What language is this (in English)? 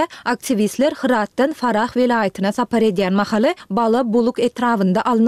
Turkmen